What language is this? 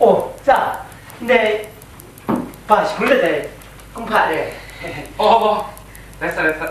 Kachin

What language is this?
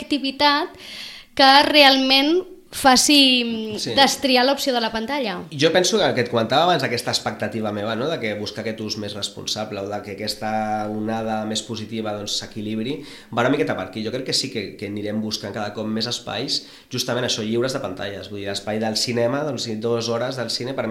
Catalan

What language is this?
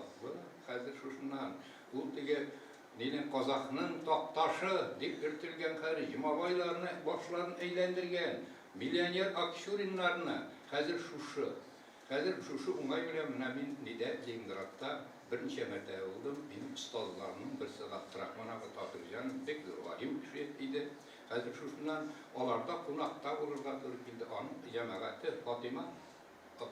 Tatar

